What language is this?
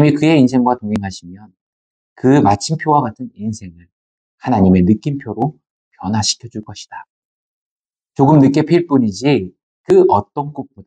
Korean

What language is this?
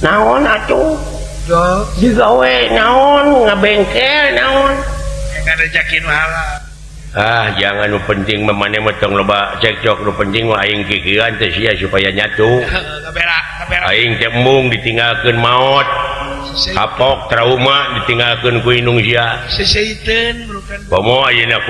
Sundanese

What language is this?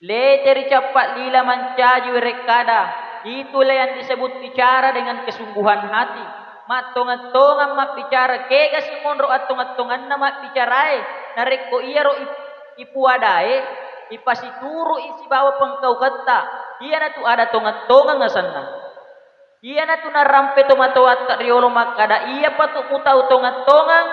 Buginese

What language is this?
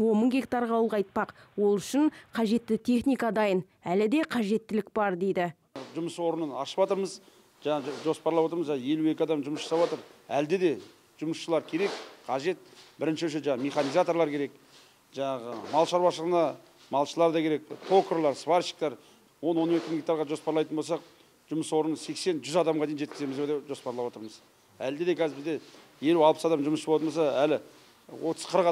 Kazakh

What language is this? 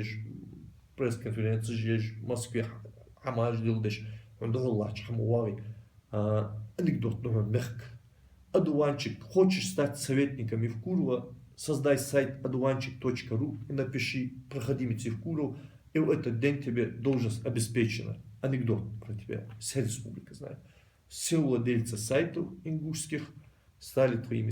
Ingush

